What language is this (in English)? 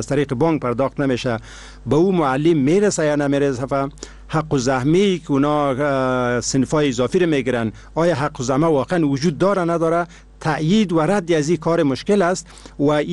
Persian